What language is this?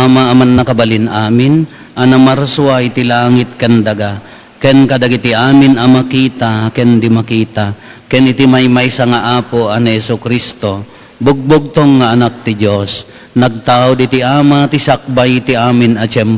Iloko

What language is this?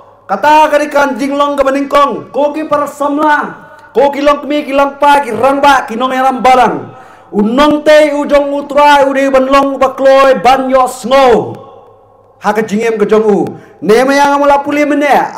Khasi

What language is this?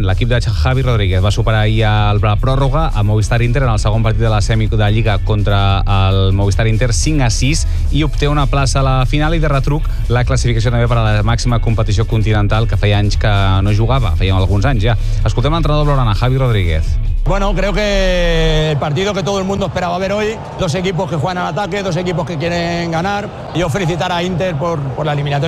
Catalan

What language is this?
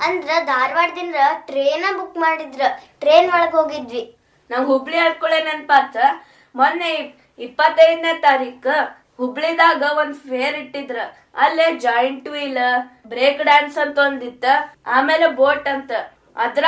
Kannada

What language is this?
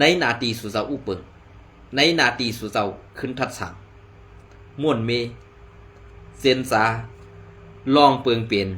Shan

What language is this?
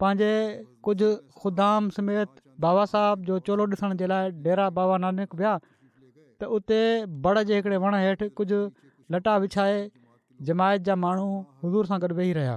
Sindhi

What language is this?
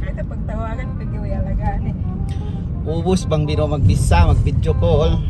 Yakan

